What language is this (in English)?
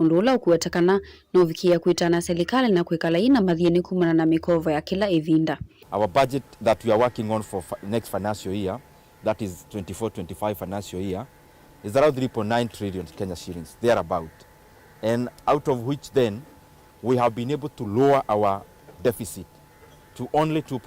Kamba